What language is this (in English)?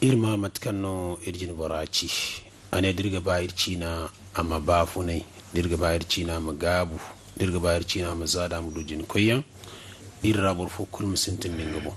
Zarma